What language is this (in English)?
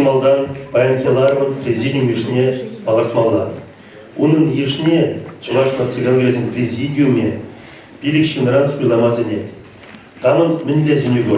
Chuvash